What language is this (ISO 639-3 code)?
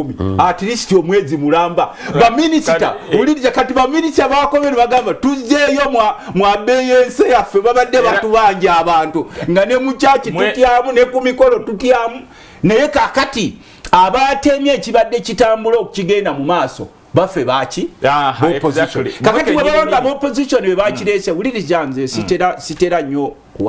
lug